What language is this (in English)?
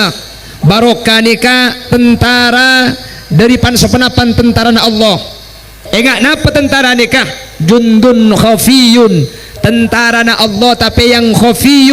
Madurese